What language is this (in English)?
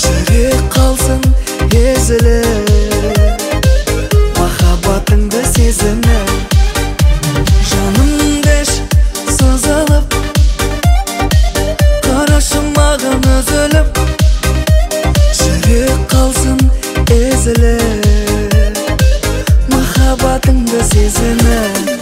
Kazakh